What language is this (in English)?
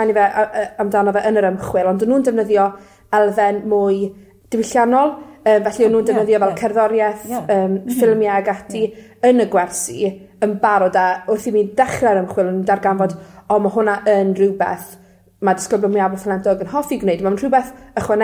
Welsh